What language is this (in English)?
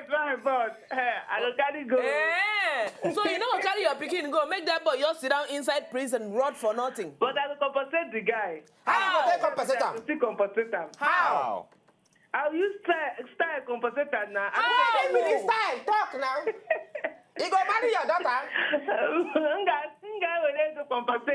Nigerian Pidgin